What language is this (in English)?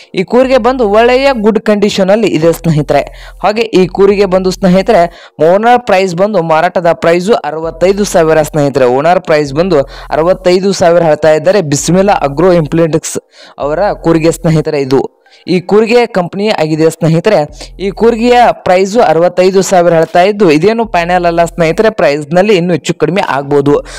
Kannada